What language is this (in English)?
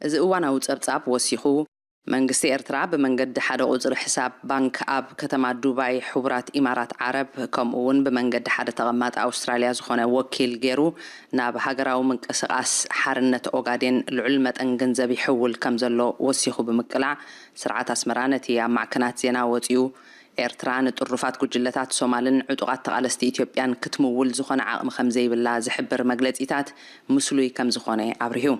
Tigrinya